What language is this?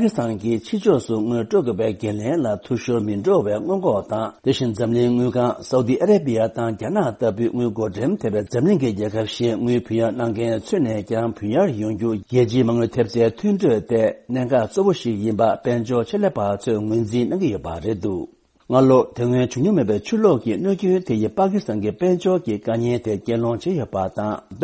Tibetan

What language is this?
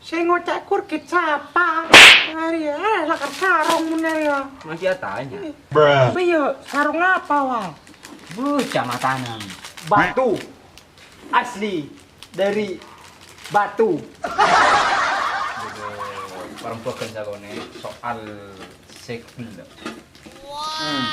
Madurese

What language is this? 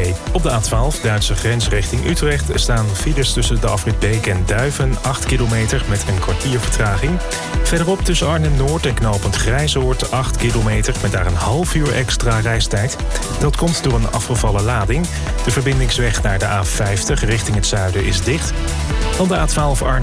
Dutch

